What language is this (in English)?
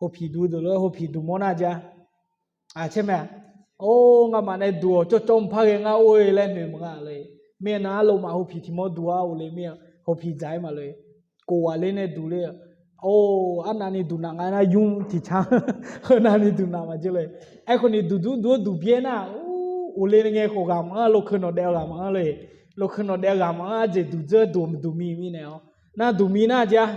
Akha